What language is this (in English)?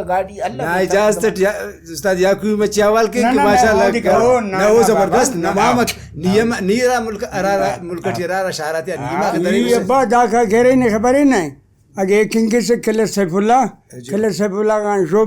Brahui